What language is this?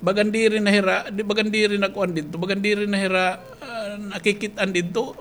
Waray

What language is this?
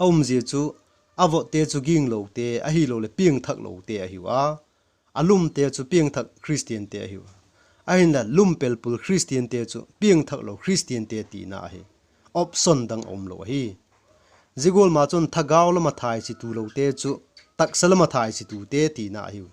Vaiphei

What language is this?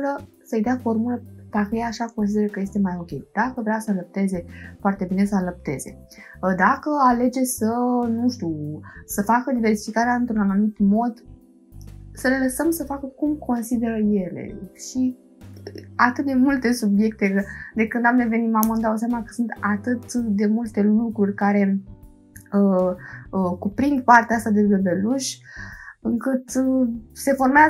Romanian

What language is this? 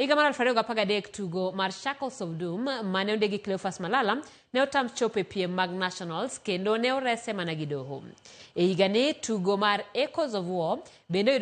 Luo (Kenya and Tanzania)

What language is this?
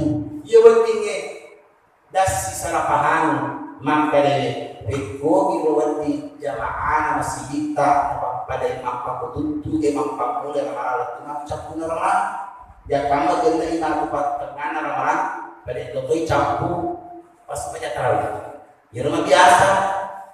Buginese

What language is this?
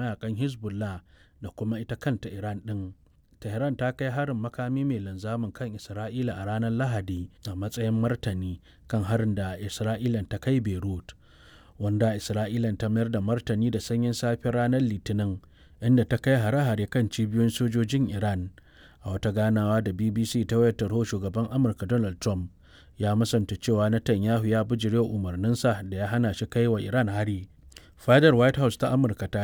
Hausa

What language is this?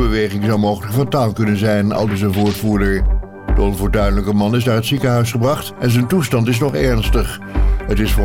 Dutch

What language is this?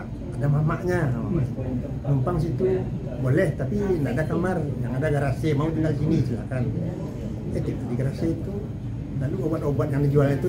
Indonesian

